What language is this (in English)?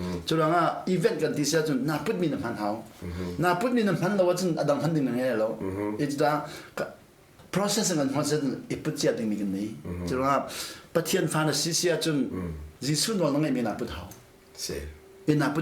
Hakha Chin